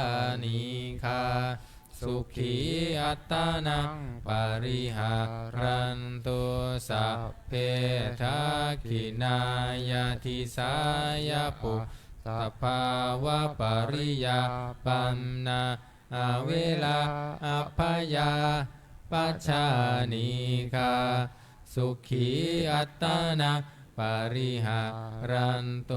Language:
Pali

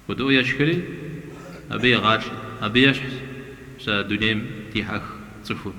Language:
Kabardian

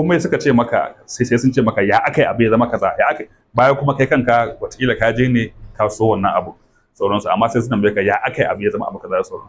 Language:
Hausa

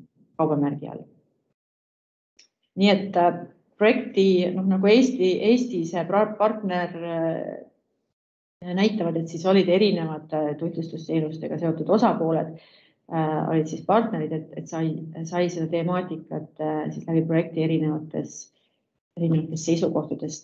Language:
Estonian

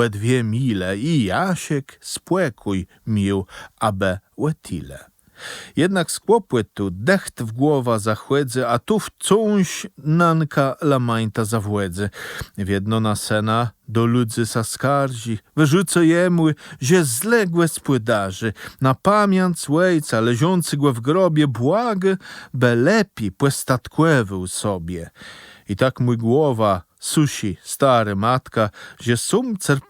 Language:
Kashubian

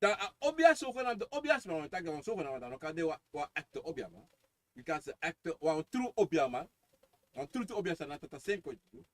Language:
Sranan Tongo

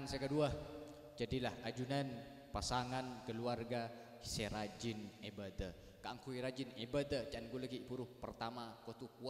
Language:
Madurese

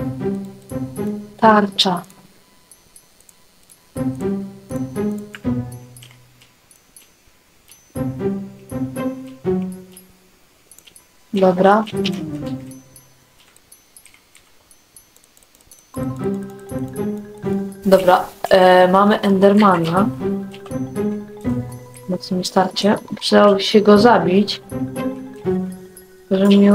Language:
Polish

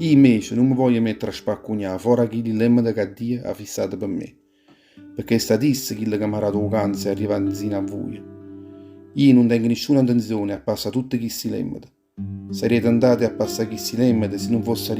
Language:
Neapolitan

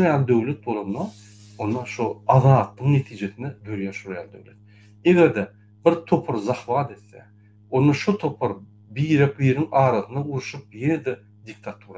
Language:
Turkmen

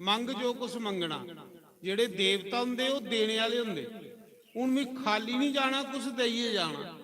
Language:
Dogri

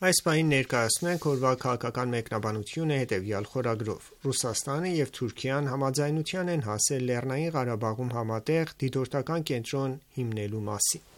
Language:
Armenian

